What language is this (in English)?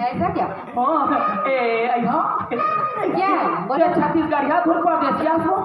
Chhattisgarhi